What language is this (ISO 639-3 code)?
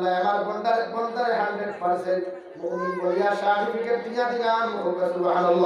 syl